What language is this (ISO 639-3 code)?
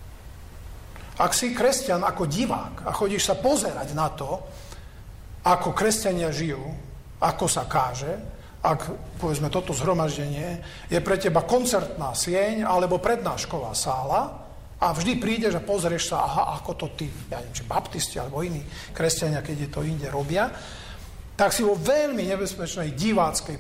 slk